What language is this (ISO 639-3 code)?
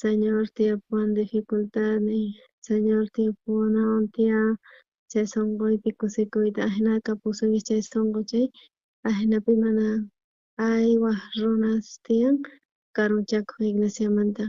quh